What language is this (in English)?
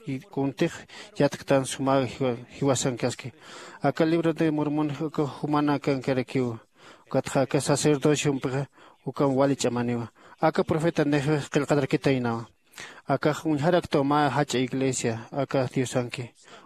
Aymara